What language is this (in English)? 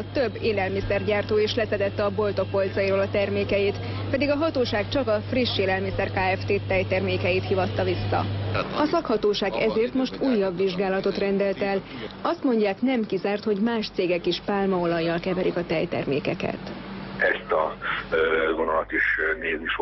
Hungarian